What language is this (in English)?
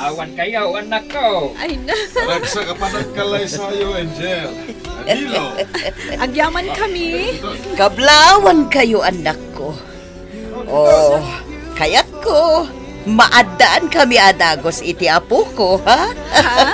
Iloko